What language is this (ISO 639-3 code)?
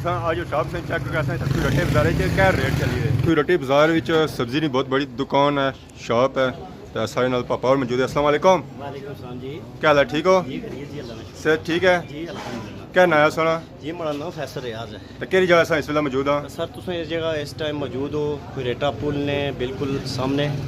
phr